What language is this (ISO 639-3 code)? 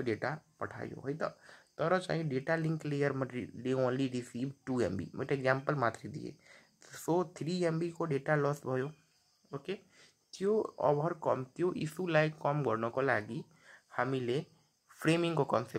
nep